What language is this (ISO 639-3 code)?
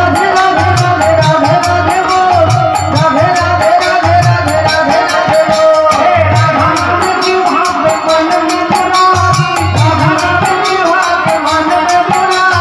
ben